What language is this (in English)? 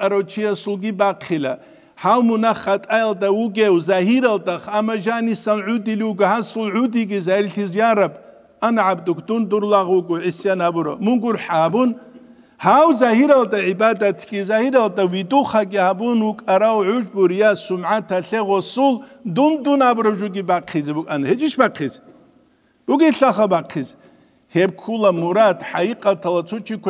Avaric